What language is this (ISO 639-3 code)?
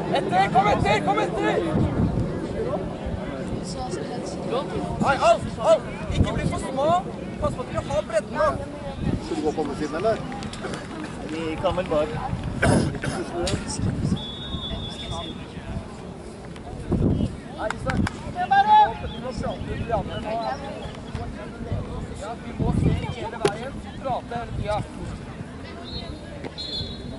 nor